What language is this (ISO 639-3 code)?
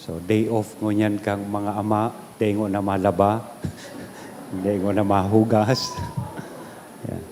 bik